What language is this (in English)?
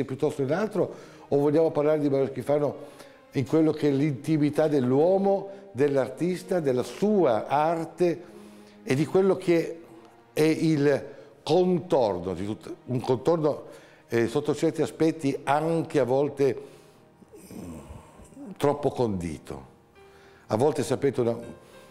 Italian